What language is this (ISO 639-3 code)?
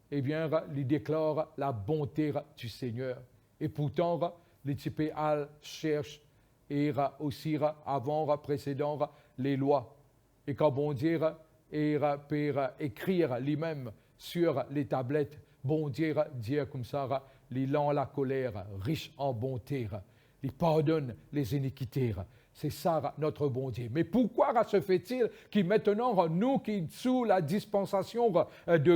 mfe